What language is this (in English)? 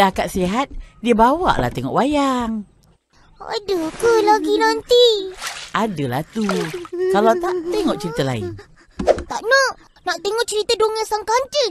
Malay